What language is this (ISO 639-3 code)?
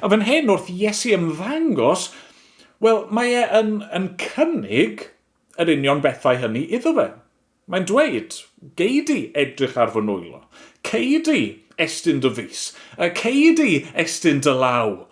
cym